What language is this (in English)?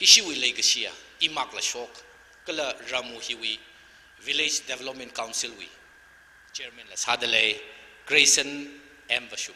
Tangkhul Naga (India)